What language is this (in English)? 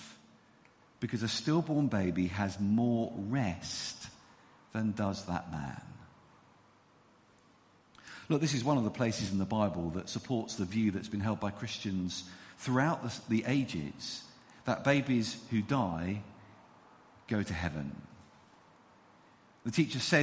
English